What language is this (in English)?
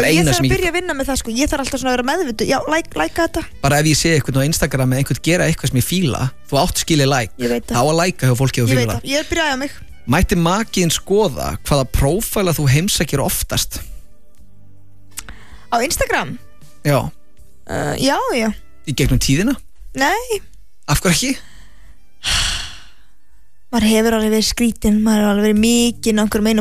Icelandic